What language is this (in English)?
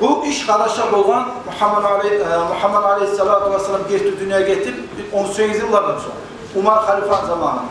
Kumyk